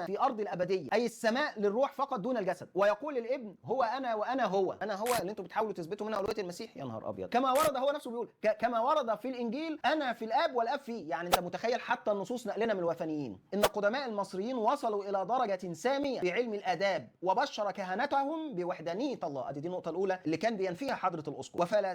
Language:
Egyptian Arabic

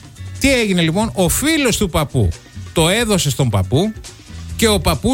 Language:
Greek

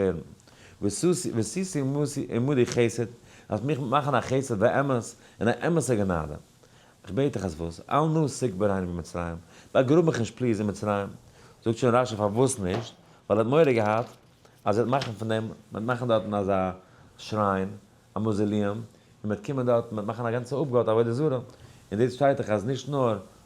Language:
Yiddish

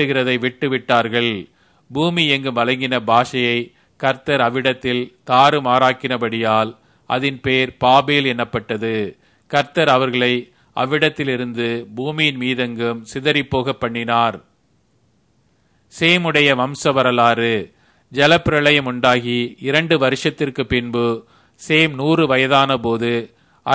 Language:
Tamil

